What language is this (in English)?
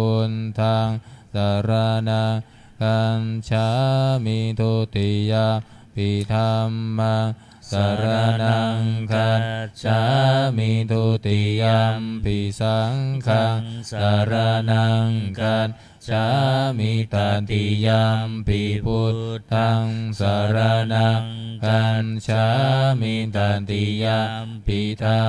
Pali